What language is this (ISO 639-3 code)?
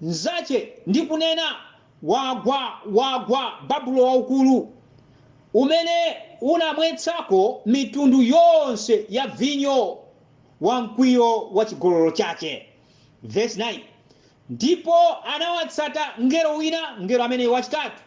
nya